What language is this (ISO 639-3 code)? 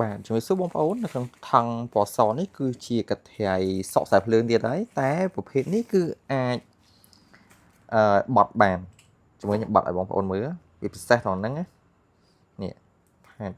khm